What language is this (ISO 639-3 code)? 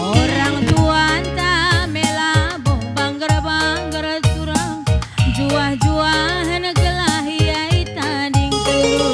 btx